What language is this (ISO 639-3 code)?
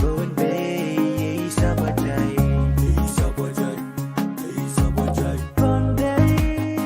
pon